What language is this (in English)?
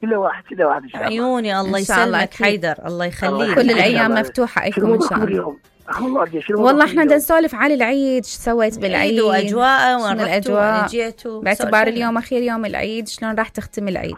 Mesopotamian Arabic